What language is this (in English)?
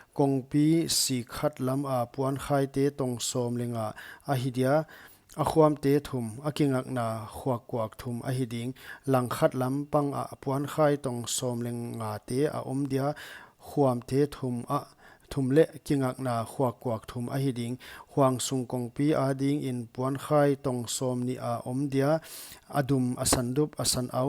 Paite Chin